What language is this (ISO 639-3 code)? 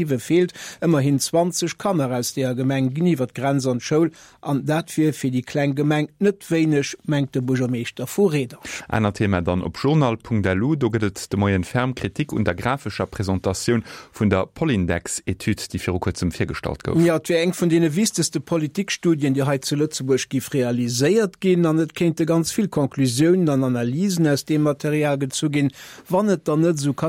ltz